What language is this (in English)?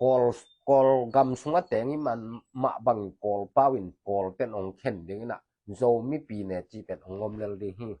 Tedim Chin